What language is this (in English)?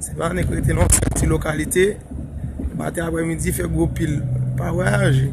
Haitian Creole